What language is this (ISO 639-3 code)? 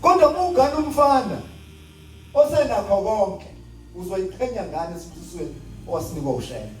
zul